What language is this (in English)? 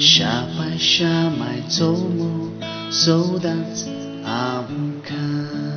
Konkani